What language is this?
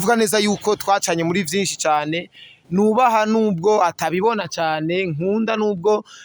Rundi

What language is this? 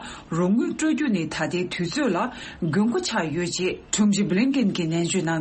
Tibetan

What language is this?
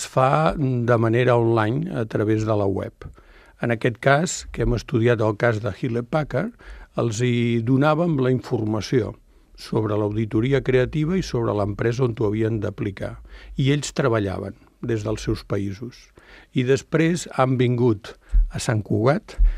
Catalan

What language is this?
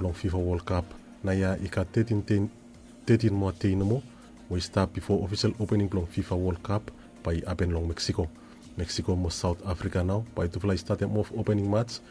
Bislama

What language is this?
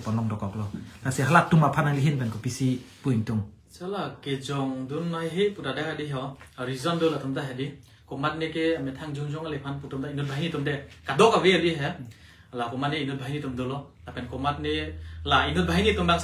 Karbi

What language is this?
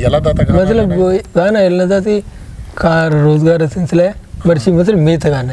Eastern Balochi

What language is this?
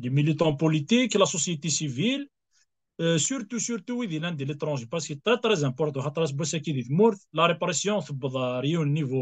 Kabyle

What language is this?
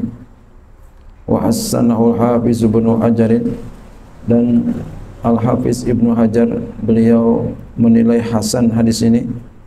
Malay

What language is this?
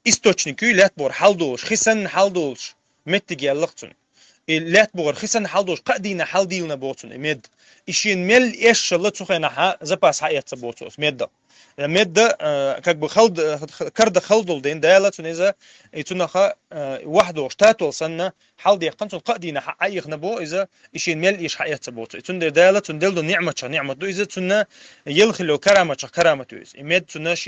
Chechen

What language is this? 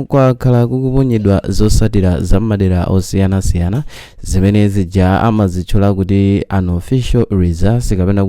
Nyanja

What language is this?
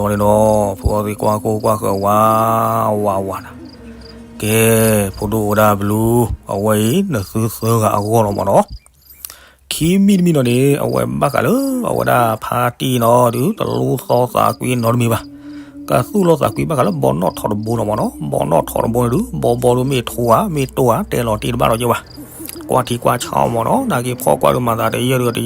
S'gaw Karen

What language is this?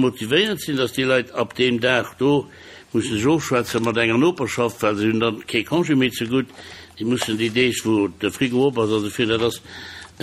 Luxembourgish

